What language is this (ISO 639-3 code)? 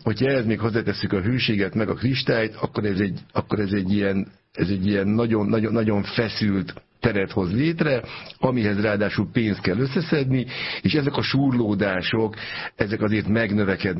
hun